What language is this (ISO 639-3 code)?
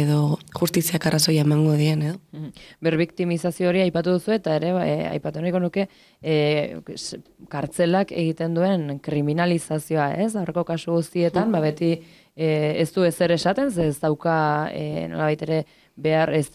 eus